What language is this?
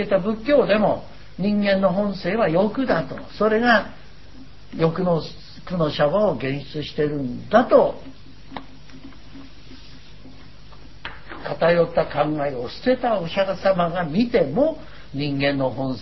Japanese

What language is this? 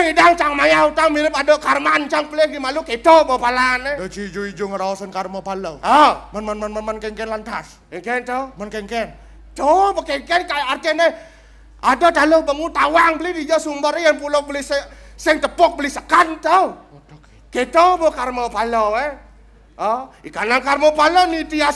Balinese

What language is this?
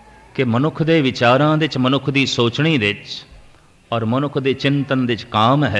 Punjabi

